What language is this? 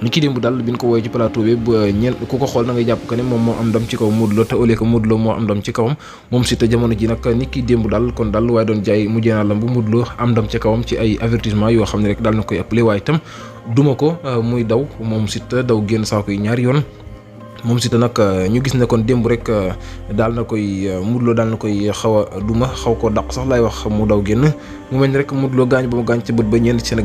Wolof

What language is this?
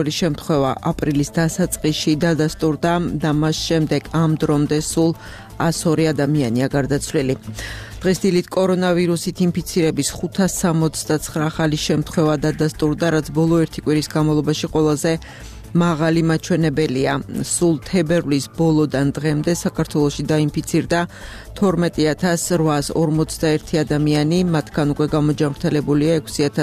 Georgian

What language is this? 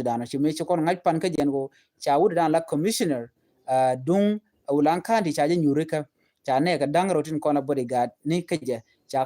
Nuer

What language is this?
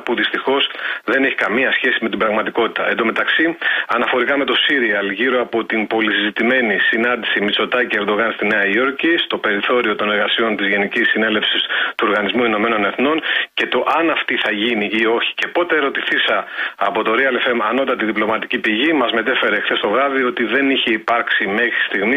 Greek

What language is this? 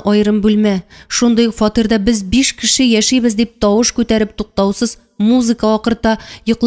Tatar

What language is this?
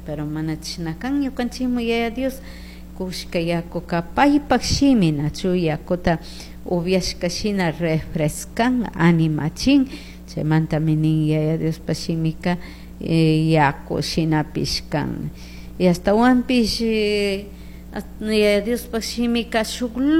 Chimborazo Highland Quichua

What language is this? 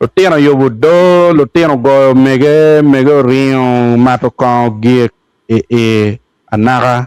Acoli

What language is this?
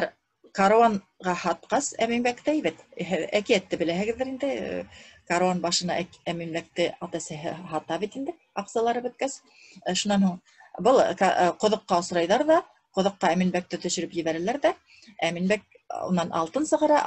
Bashkir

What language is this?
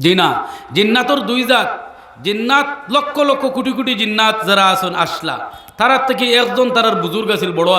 Sylheti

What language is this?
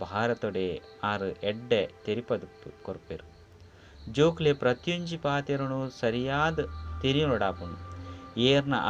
Tulu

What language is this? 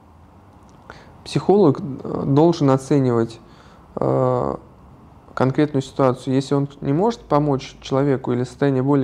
Russian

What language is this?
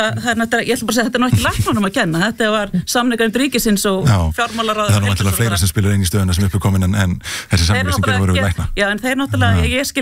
Icelandic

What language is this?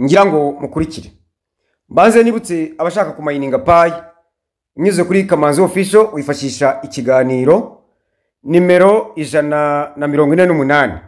Kinyarwanda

